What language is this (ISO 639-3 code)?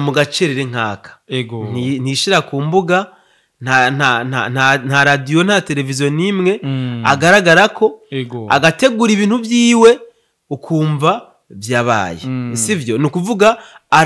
run